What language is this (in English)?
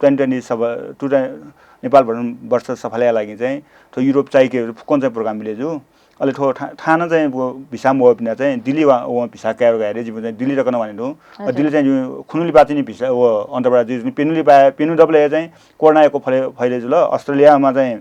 Newari